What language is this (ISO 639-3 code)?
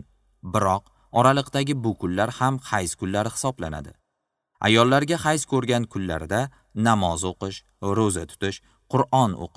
uzb